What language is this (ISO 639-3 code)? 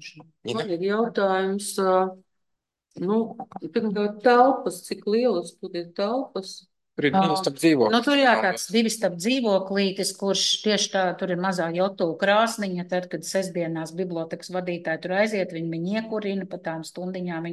lav